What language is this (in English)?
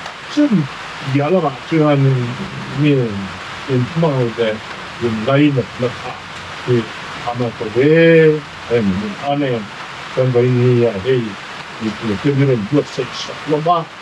Mizo